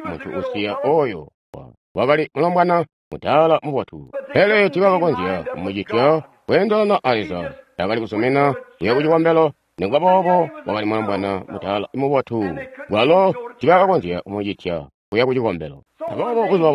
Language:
Tonga (Zambia)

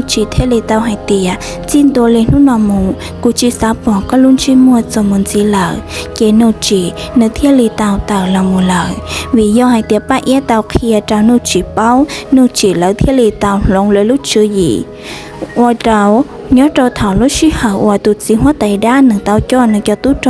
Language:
Hmong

